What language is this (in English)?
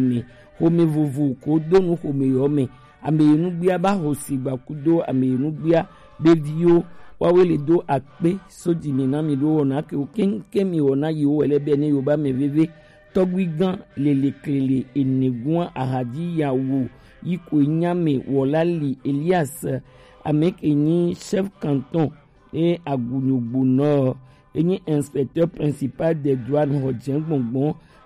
Gen